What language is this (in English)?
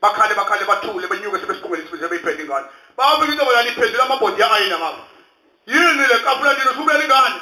Zulu